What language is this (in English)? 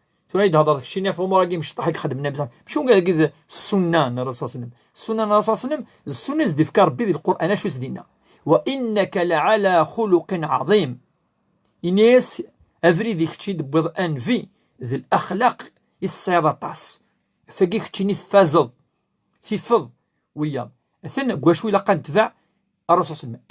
Kabyle